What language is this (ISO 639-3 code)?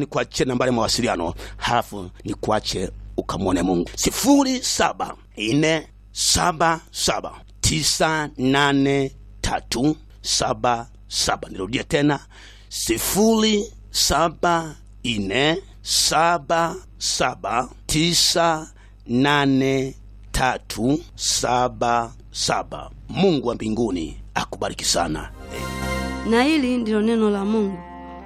swa